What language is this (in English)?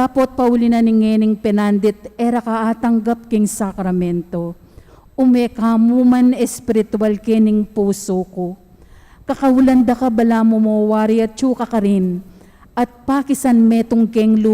Pampanga